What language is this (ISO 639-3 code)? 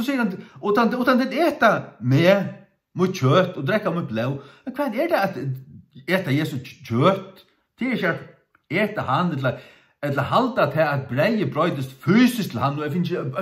fao